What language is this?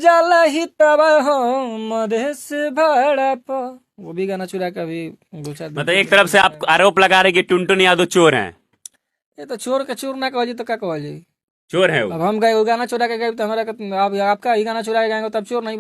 Bhojpuri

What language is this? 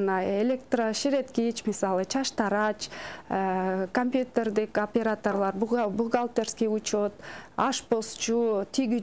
Kyrgyz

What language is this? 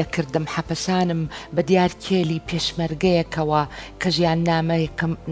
Central Kurdish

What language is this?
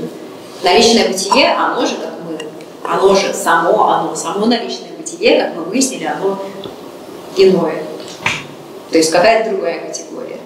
Russian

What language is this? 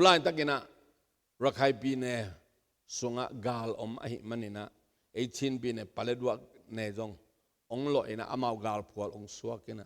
Tedim Chin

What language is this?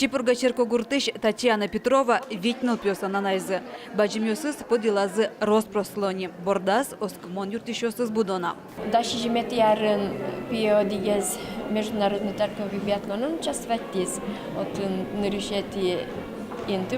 Udmurt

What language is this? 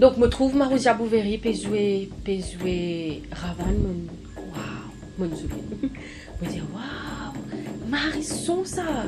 Morisyen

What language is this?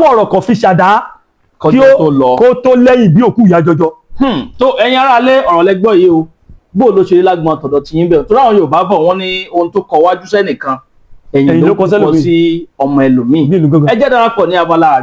Yoruba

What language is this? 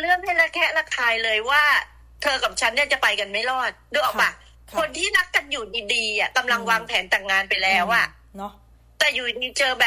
Thai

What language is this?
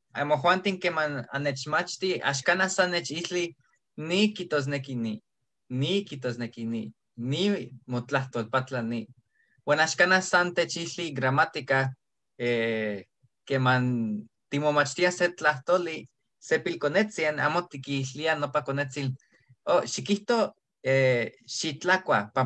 Eastern Huasteca Nahuatl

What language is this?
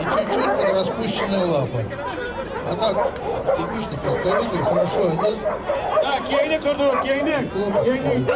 Yakut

